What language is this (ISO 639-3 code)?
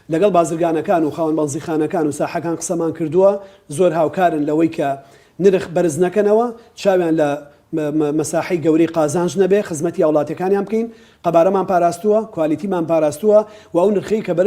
ckb